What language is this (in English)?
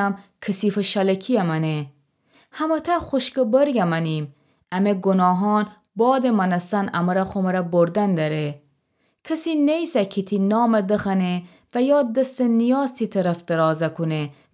Gilaki